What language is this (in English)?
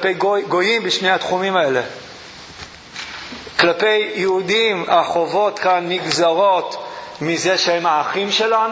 Hebrew